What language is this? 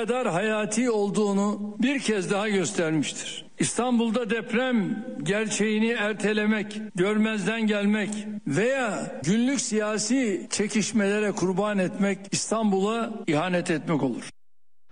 Turkish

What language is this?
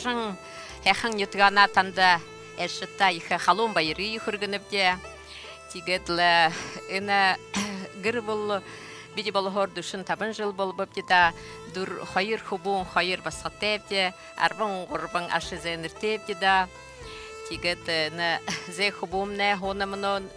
Buriat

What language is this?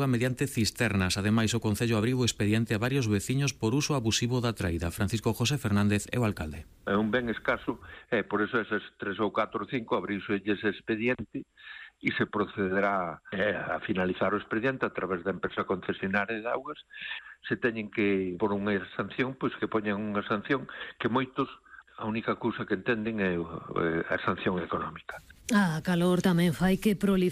Galician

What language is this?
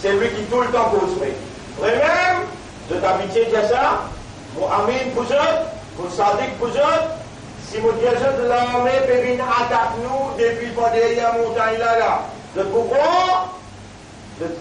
Morisyen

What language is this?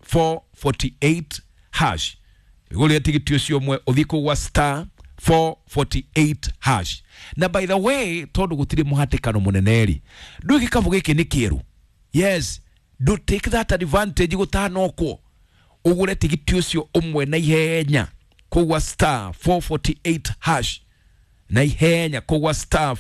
Kikuyu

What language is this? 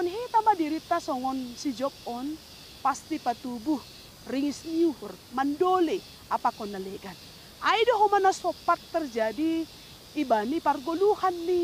Batak Simalungun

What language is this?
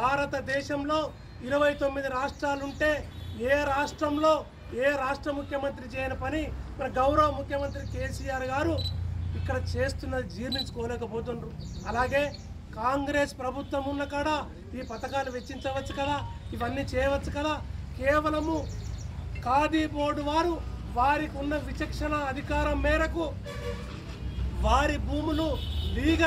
Telugu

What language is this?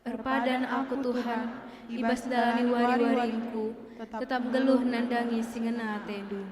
Batak Karo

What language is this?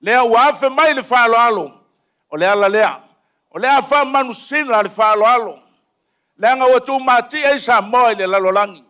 Samoan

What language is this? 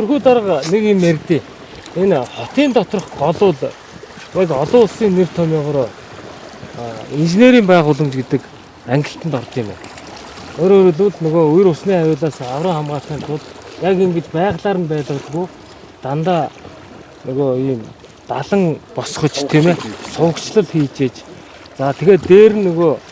Mongolian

